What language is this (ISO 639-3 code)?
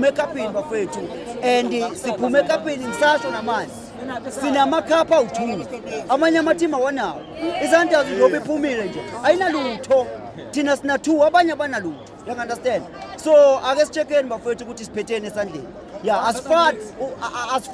zul